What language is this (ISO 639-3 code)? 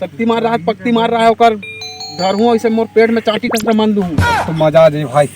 hne